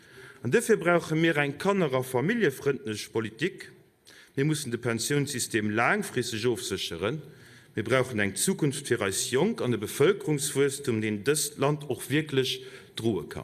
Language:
Luxembourgish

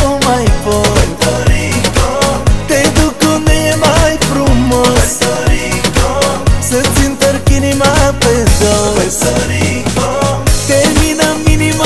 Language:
Romanian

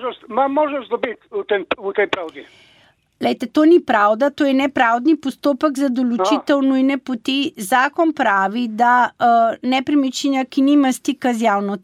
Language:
Slovenian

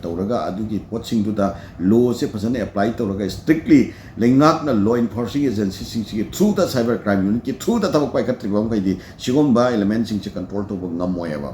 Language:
Manipuri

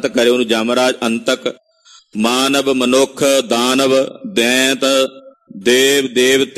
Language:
Punjabi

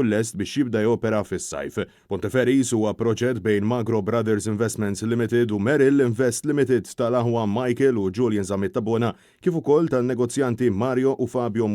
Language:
Maltese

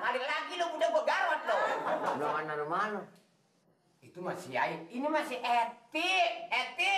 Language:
Betawi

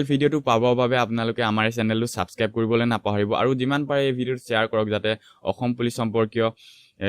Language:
Assamese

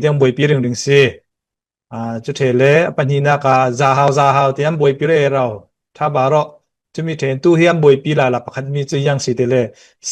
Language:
Falam Chin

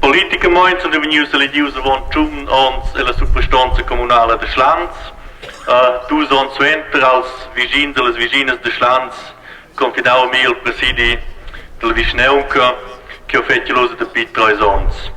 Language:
Romansh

